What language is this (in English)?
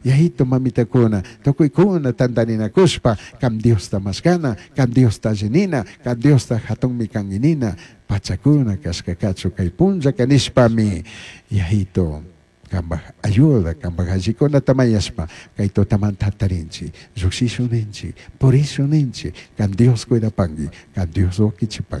Chimborazo Highland Quichua